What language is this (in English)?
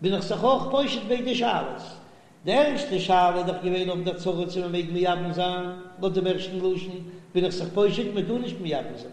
Yiddish